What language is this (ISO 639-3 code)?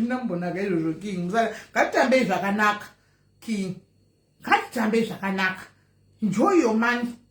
sna